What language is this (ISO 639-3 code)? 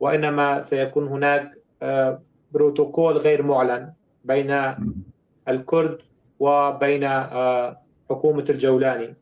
apc